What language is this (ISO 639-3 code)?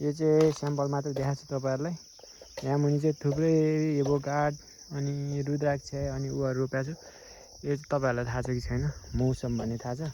nep